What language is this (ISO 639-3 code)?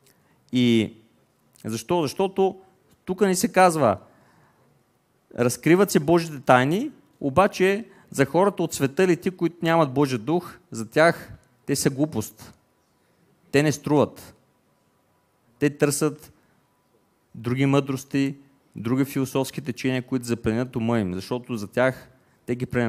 bul